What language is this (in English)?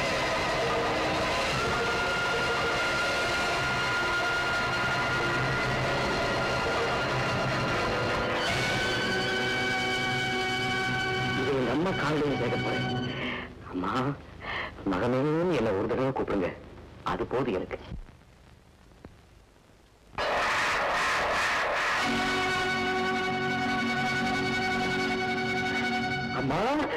Tamil